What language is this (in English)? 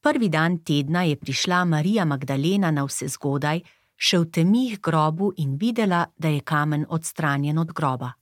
Slovenian